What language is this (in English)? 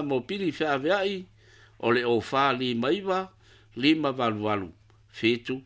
Samoan